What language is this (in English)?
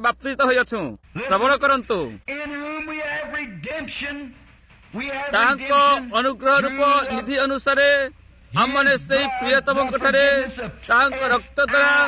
Odia